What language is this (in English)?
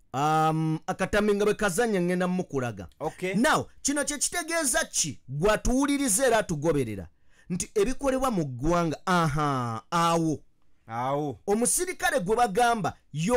Ganda